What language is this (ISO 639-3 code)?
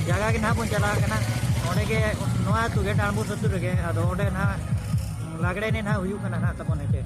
sat